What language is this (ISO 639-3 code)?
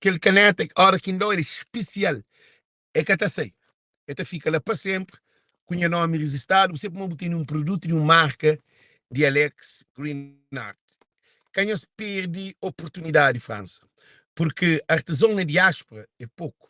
kea